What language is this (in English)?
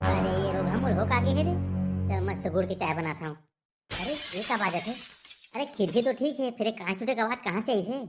Chhattisgarhi